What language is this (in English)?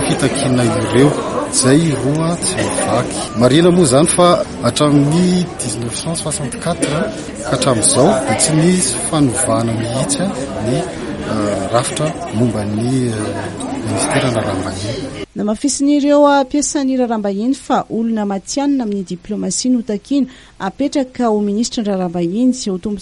Malagasy